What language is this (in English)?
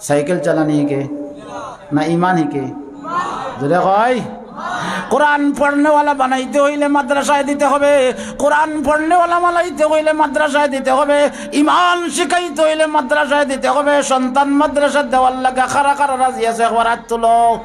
Sylheti